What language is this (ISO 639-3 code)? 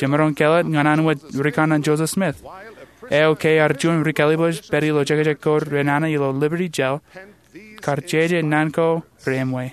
mah